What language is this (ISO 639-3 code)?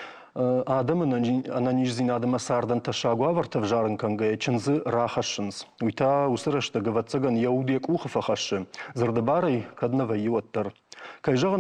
oss